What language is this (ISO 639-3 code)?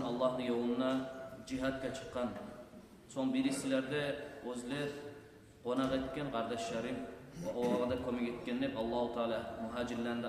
kum